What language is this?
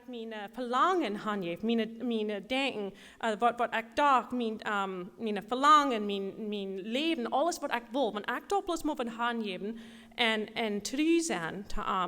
Plautdietsch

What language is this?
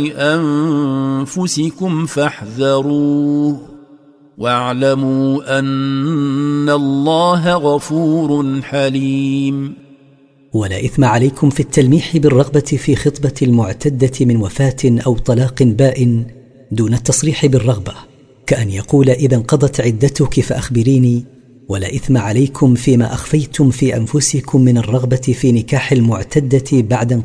Arabic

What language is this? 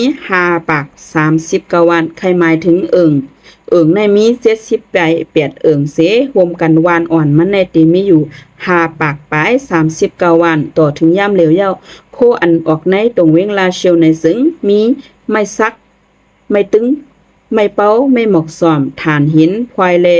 Shan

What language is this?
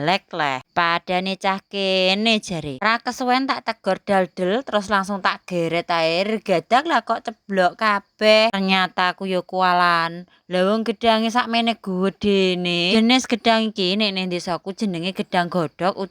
Javanese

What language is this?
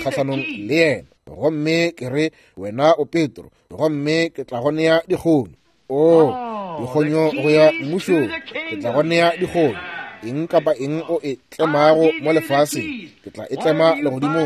Northern Sotho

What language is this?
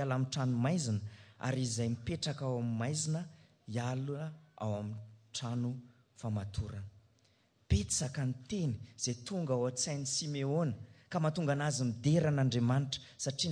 Malagasy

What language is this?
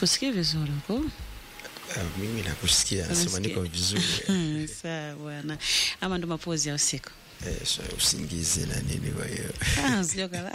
Swahili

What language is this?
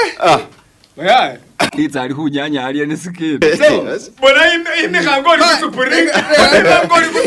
Masaaba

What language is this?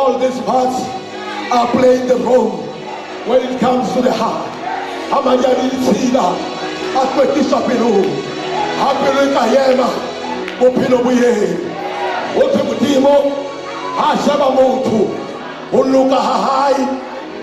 Southern Sotho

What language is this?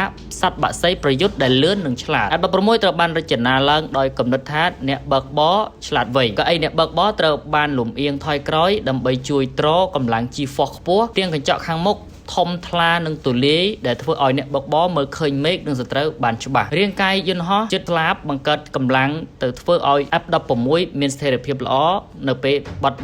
Khmer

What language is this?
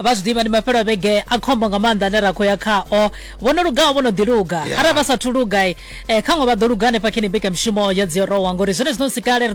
Venda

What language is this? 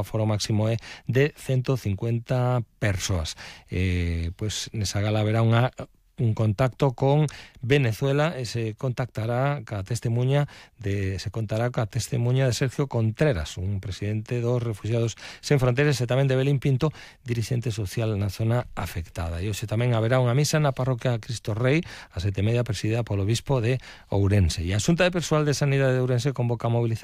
Galician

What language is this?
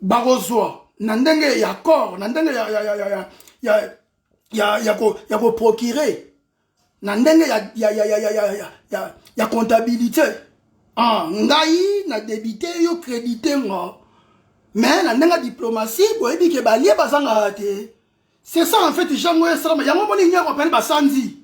Lingala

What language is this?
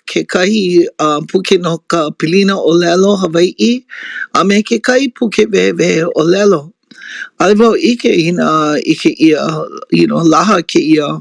Hawaiian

